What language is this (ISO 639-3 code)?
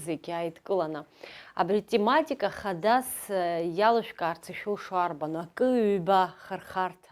abk